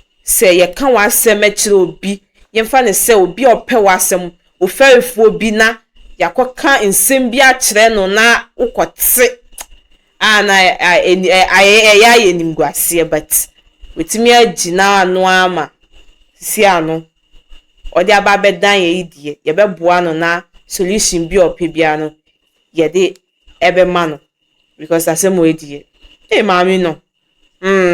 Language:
Akan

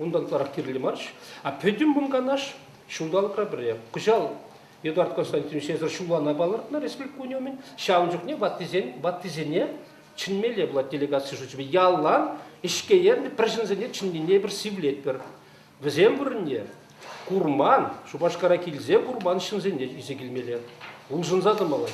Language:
Chuvash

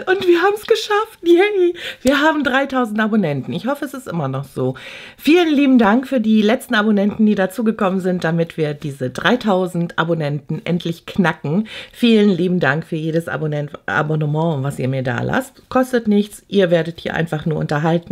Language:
German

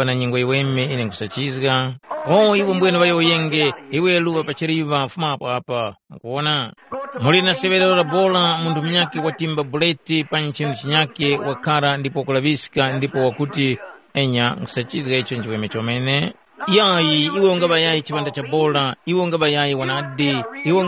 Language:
Tumbuka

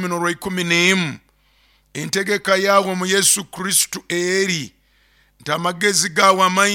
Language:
Nyoro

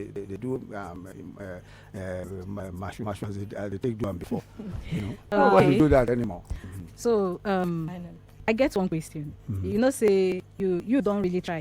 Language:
Nigerian Pidgin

